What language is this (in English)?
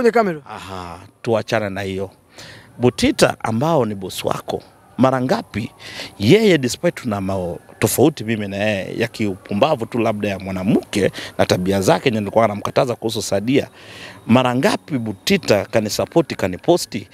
Swahili